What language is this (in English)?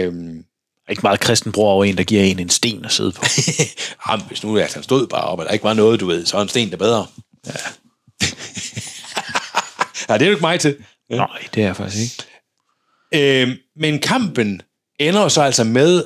Danish